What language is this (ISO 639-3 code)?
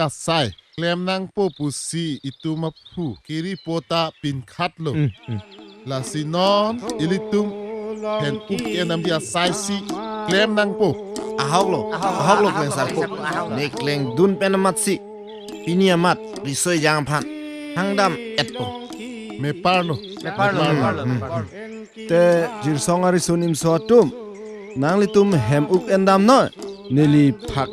mjw